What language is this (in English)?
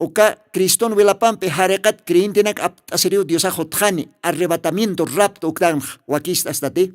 Aymara